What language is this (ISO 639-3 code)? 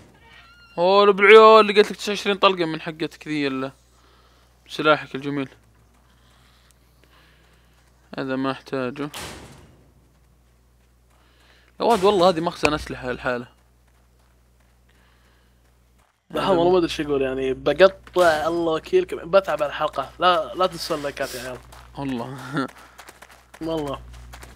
ara